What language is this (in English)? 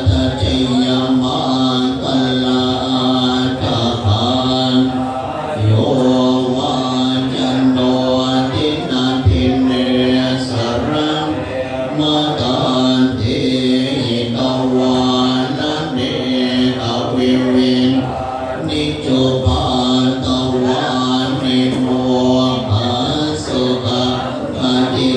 Pali